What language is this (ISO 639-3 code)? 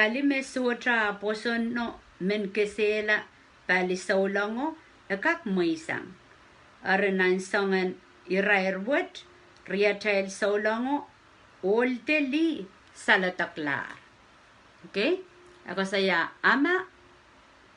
pon